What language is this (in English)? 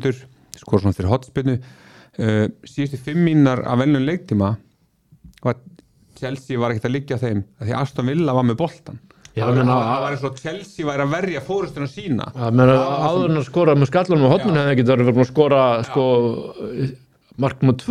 Icelandic